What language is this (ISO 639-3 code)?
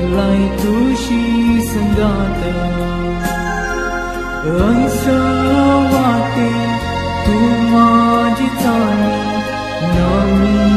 mar